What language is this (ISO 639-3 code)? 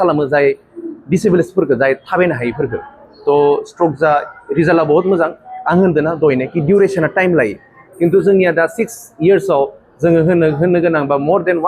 brx